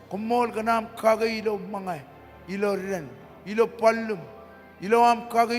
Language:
Marshallese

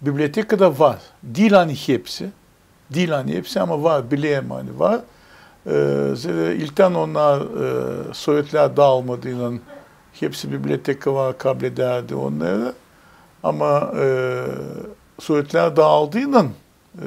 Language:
Gagauz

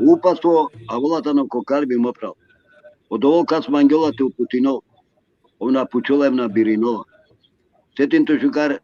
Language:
Balkan Romani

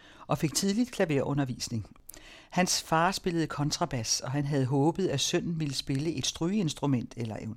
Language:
Danish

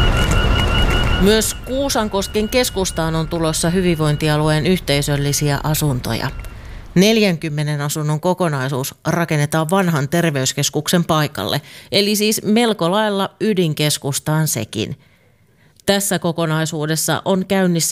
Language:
Finnish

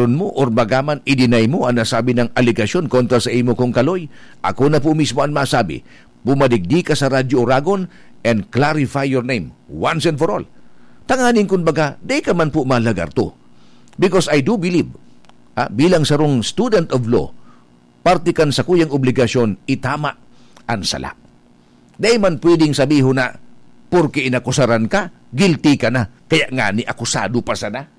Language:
Bikol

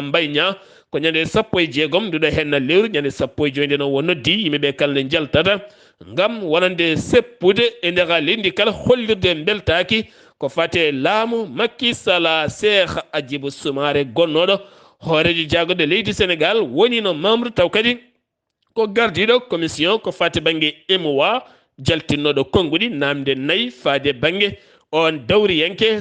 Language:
Fula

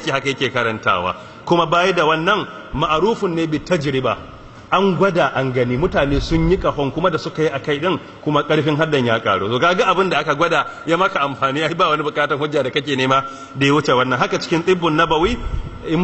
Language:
Hausa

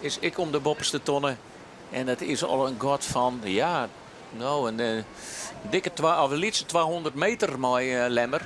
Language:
Western Frisian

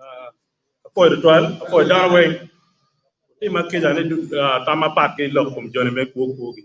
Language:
Acoli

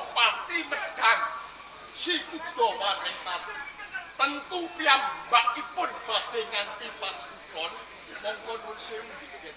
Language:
Javanese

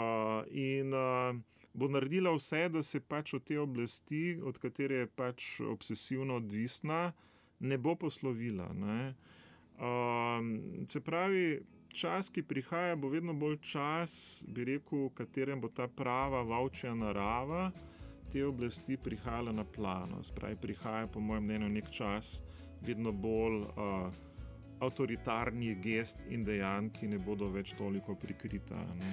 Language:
Slovenian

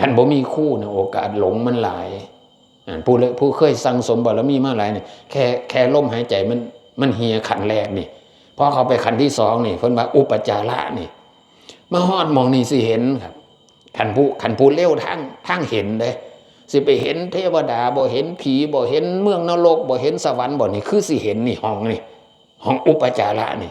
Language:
Northeastern Thai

